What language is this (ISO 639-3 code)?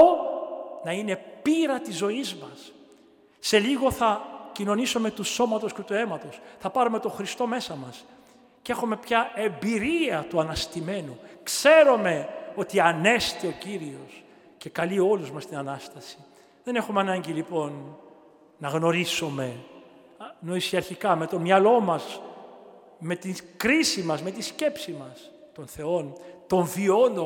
ell